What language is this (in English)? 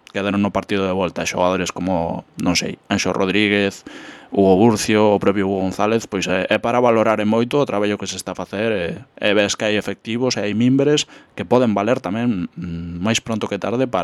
Galician